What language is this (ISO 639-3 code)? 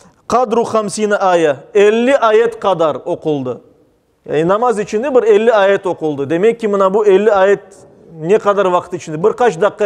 crh